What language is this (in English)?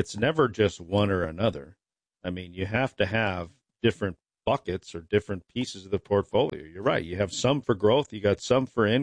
English